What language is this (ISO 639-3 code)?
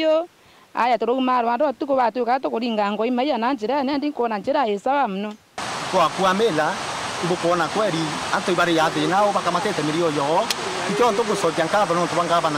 mer